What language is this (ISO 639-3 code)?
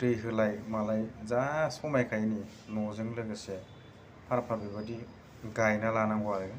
brx